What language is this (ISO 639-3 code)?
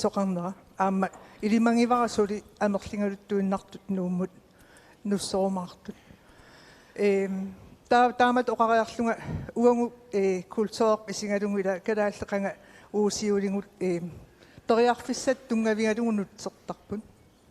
kal